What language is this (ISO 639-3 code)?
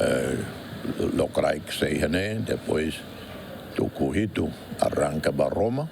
tet